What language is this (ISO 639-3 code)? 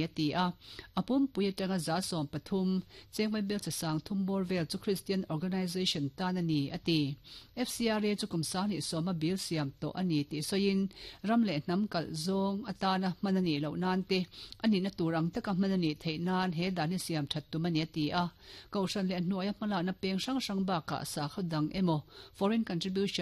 lus